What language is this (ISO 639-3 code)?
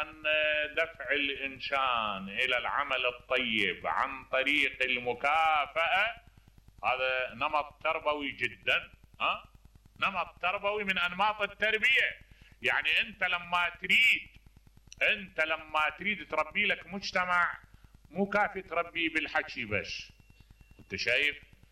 acm